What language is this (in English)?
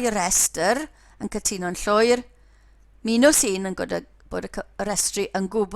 Welsh